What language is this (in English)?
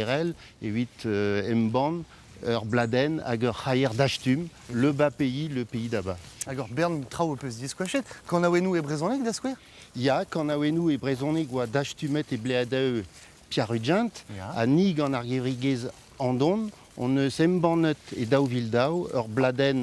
Breton